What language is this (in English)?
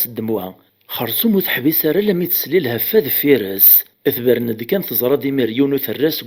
Kabyle